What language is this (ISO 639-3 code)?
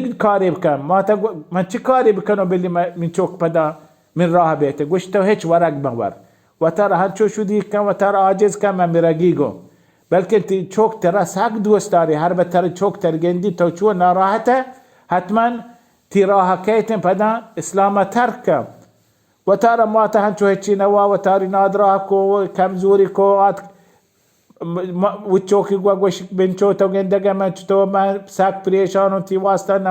bal